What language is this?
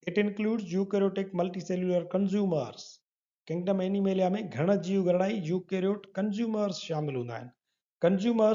Sindhi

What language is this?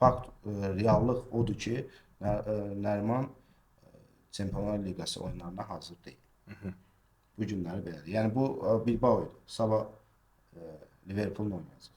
Azerbaijani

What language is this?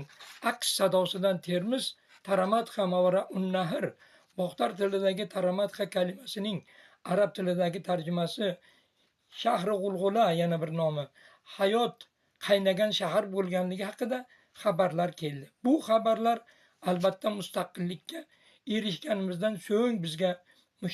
Uzbek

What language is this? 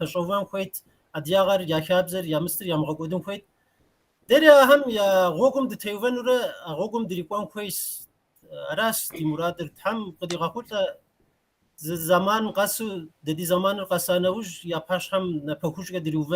Kabardian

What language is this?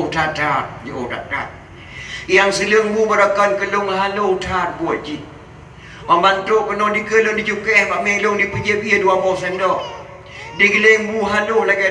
Achinese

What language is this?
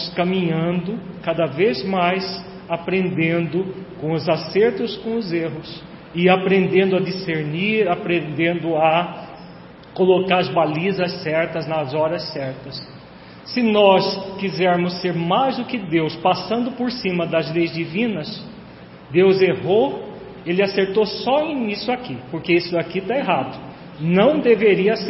Portuguese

